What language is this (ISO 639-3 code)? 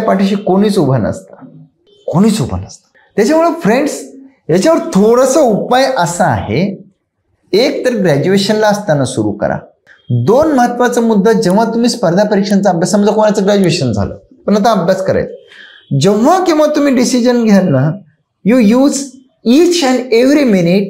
mar